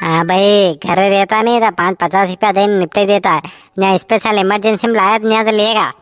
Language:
Rajasthani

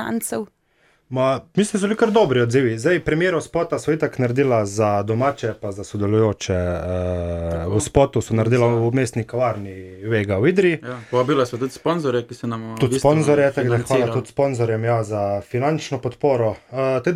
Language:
Slovenian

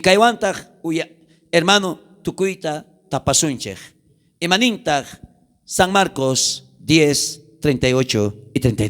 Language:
South Bolivian Quechua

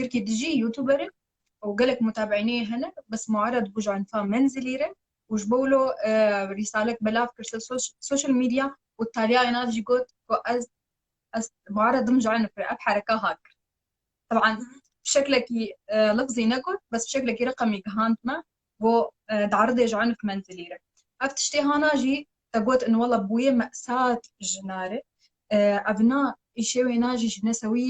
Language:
Kurdish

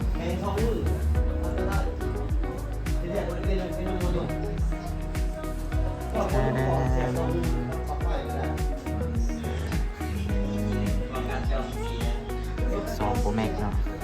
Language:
Lao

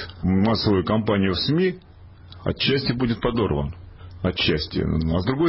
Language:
Russian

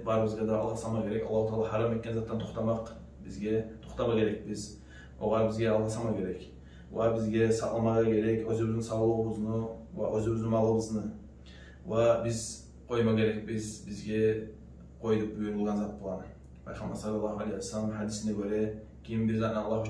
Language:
Kumyk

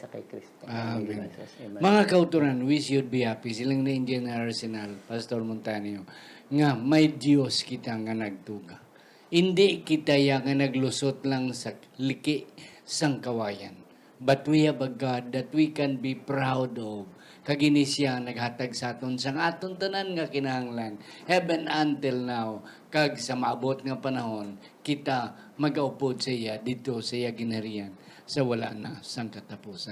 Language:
Hiligaynon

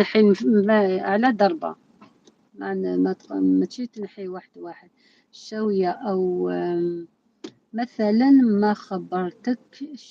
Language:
Algerian Arabic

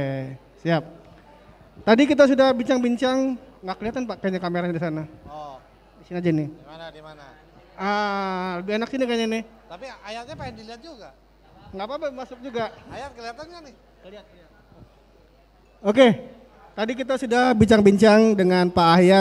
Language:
Indonesian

